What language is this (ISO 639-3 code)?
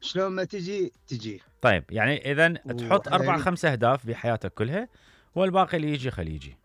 acm